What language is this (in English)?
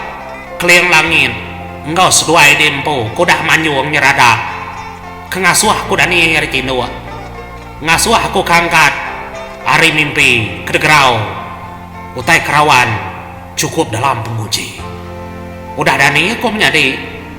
Iban